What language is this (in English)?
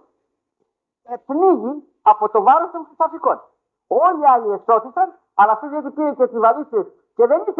Greek